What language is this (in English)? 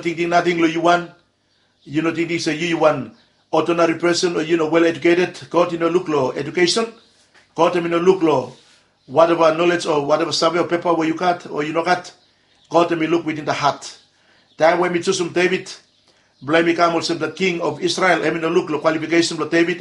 Bislama